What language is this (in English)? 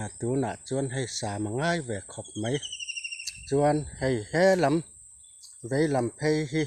Mizo